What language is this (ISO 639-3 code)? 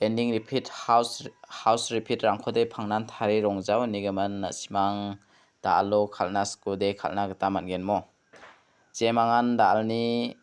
grt